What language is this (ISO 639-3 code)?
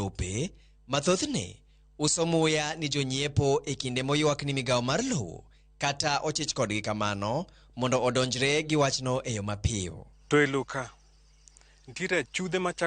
luo